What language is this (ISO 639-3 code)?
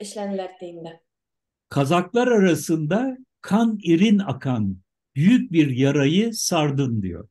bak